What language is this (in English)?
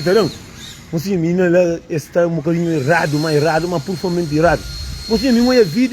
Kabuverdianu